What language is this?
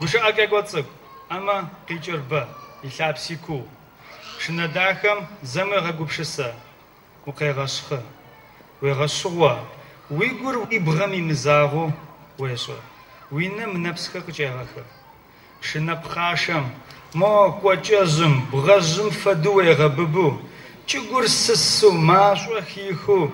Adyghe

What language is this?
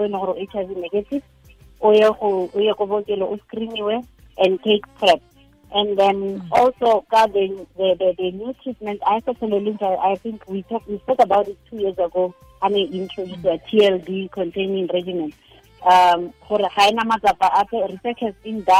Tswana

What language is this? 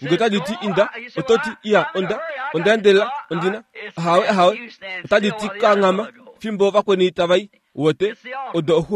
Kuanyama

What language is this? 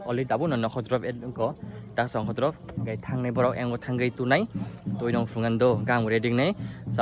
Kok Borok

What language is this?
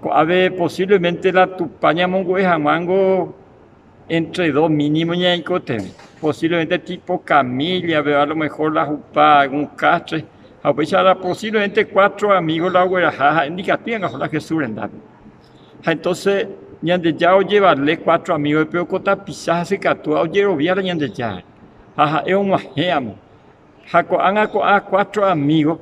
Guarani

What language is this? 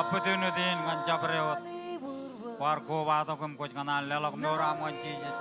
Marshallese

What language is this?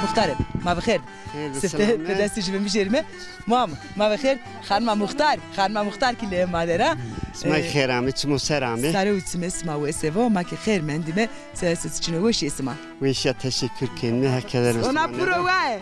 Zaza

